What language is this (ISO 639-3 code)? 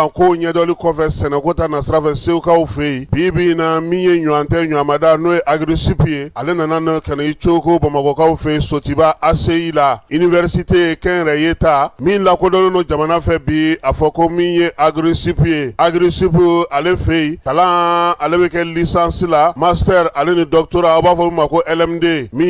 bam